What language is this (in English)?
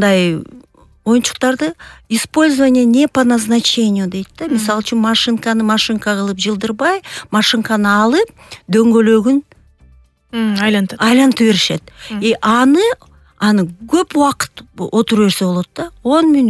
Kyrgyz